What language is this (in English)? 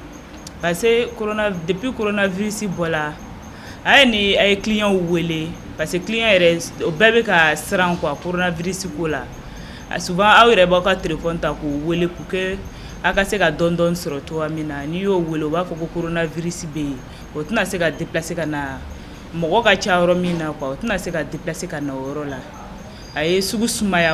Bambara